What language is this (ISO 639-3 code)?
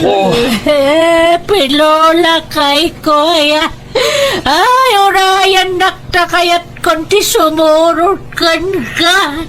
ilo